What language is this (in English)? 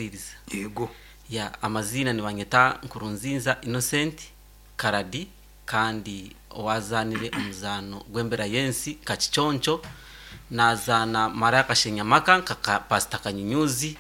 Nyankole